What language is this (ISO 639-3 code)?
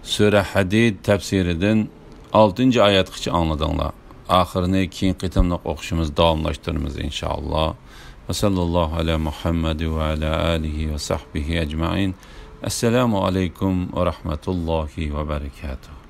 uig